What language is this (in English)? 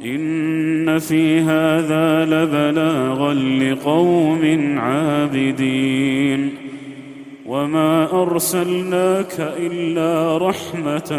Arabic